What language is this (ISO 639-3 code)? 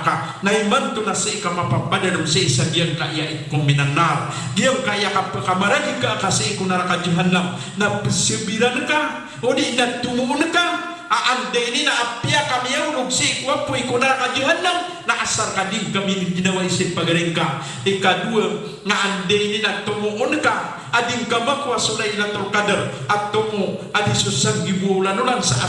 mrw